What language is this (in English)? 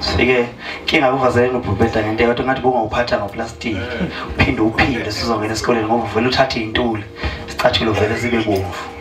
Zulu